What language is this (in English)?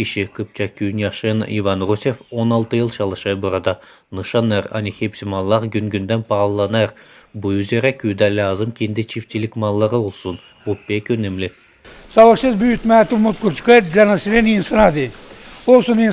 Gagauz